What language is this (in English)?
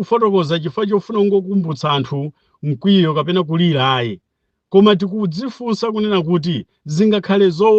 Nyanja